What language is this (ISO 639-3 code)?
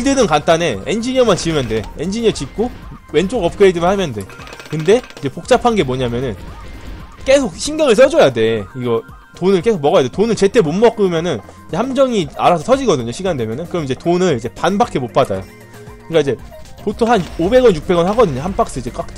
kor